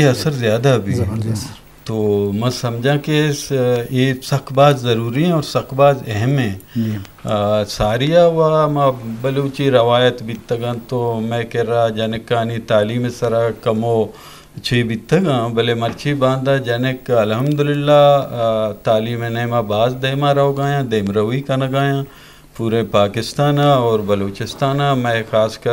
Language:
Eastern Balochi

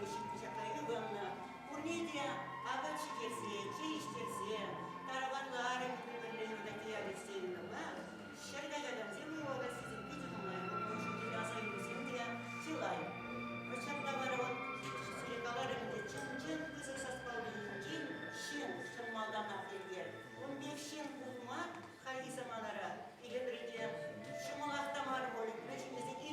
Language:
Chuvash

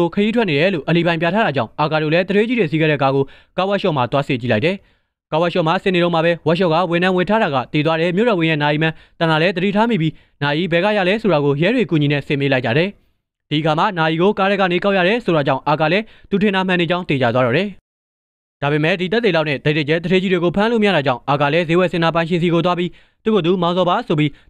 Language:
Burmese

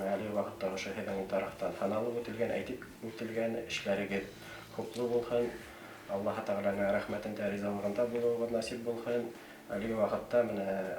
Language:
Bashkir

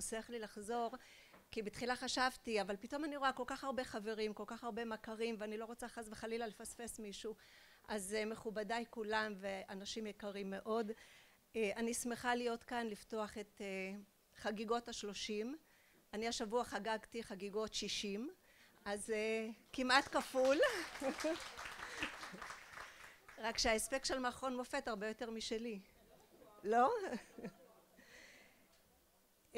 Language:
Hebrew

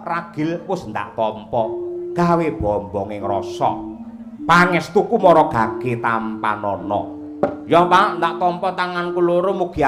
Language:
Javanese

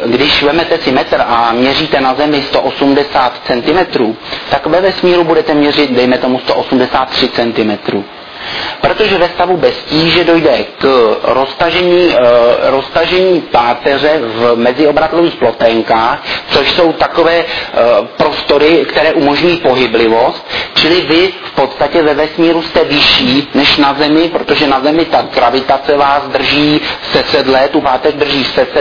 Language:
Czech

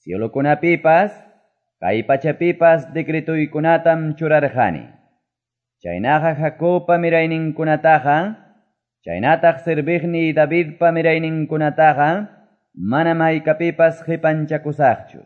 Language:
Quechua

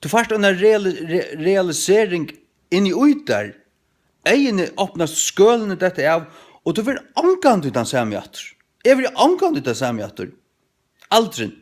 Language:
Faroese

